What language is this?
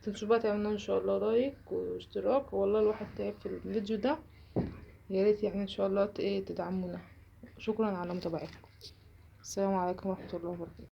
Egyptian Arabic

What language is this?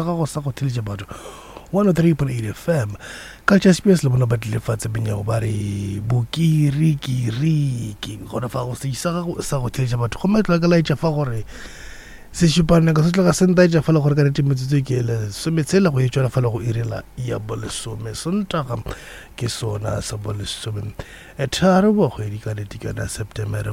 Northern Sotho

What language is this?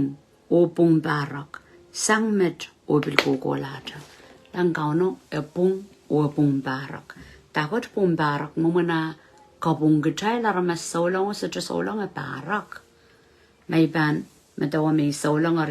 Pohnpeian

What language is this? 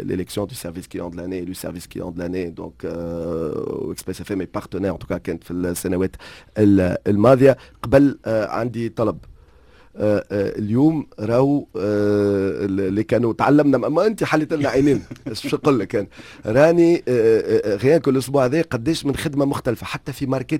Tunisian Arabic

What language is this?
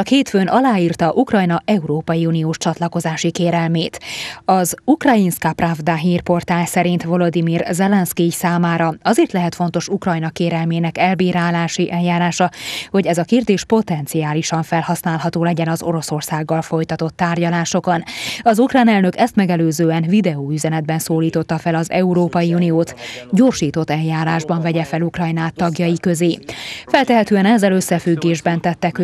Hungarian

